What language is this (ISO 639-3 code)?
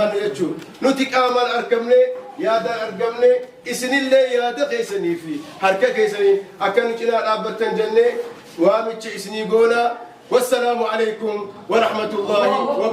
orm